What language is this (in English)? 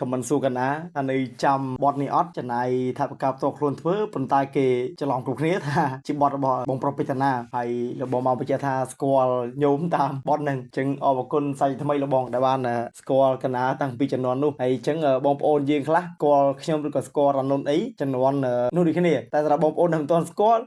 Khmer